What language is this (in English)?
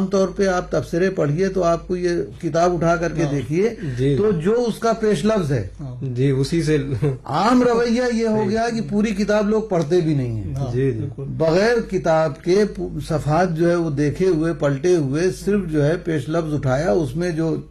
Urdu